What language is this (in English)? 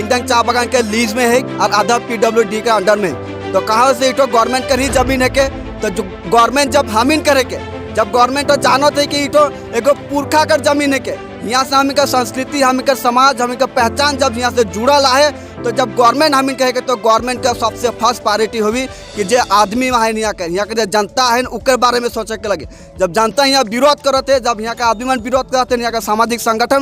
Sadri